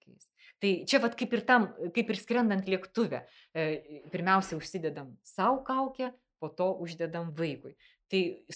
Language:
Lithuanian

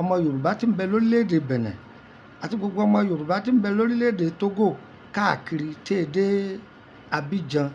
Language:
Yoruba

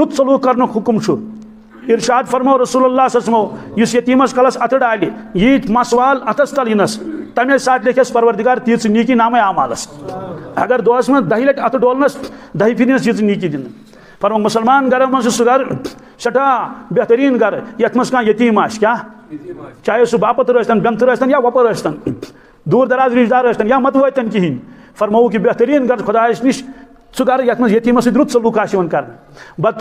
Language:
Kashmiri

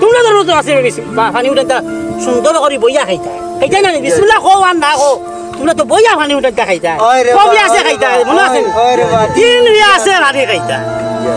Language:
Sylheti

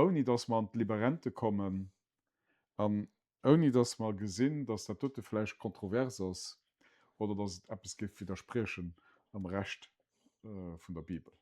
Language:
Luxembourgish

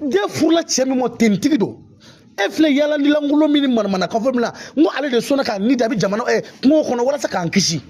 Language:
Bambara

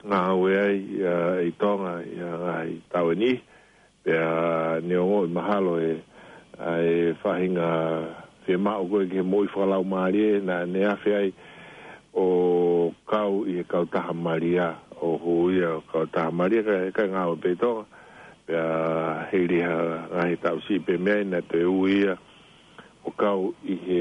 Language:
Tongan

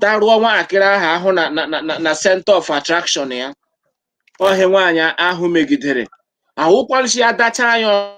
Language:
Igbo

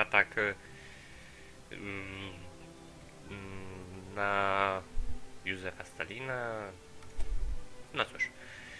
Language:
Polish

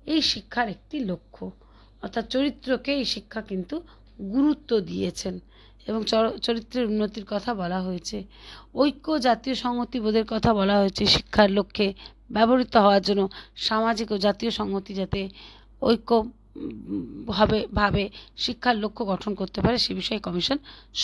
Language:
Bangla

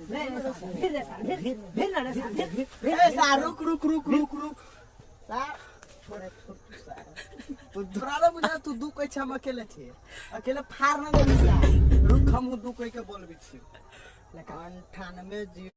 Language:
Maithili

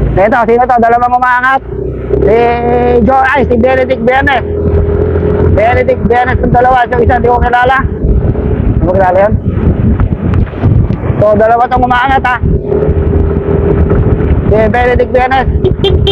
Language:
Filipino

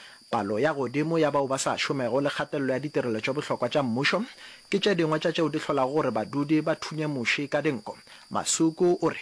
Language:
Northern Sotho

